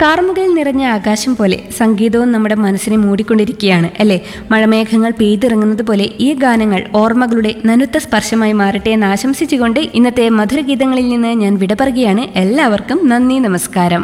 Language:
Malayalam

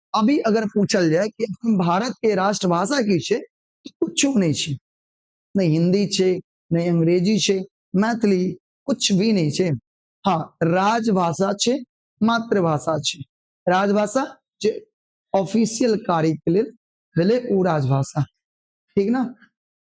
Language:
Maithili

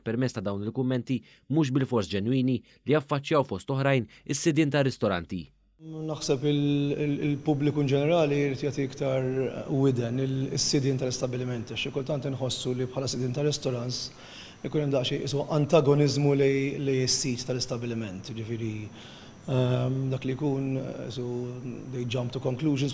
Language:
Maltese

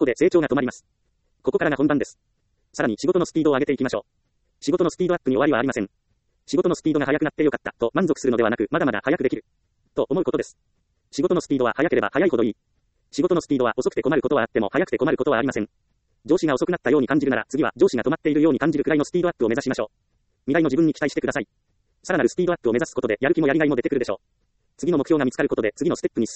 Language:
Japanese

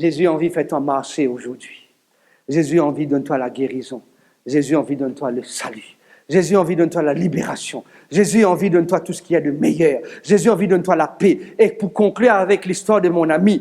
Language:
Morisyen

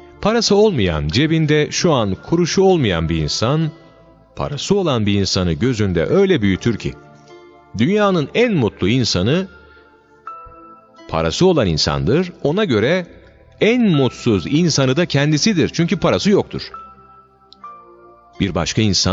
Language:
Turkish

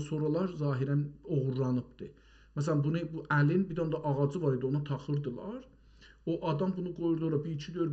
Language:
South Azerbaijani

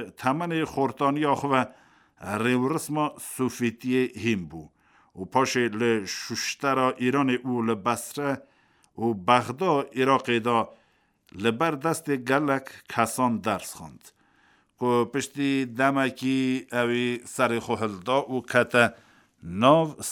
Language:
Kurdish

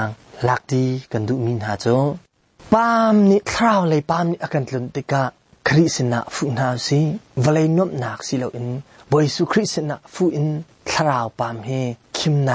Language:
Hakha Chin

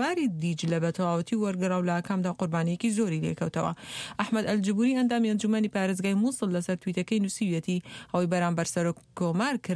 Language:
Central Kurdish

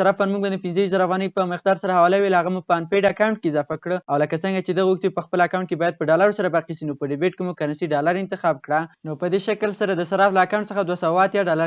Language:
Pashto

